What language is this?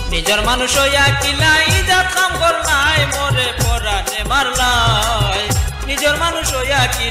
Sylheti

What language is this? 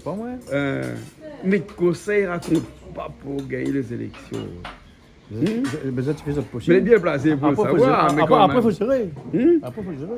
Réunion Creole French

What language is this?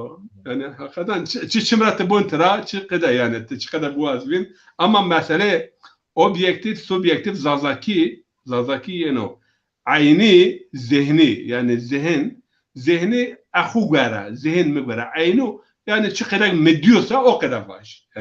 Zaza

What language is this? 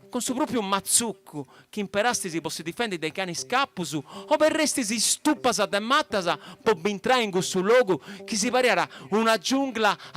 Sardinian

